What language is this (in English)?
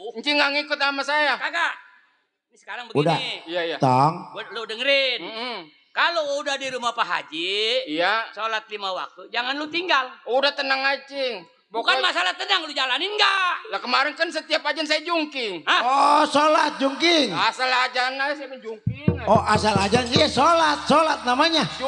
Betawi